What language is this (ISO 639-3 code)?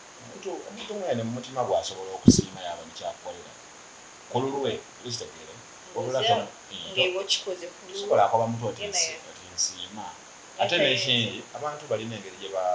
xog